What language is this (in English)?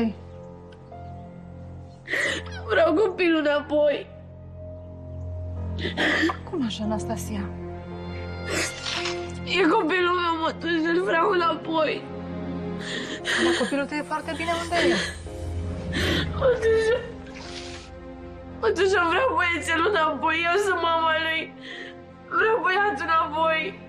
Romanian